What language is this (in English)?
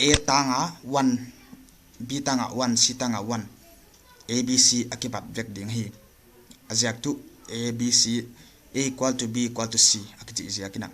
Paite Chin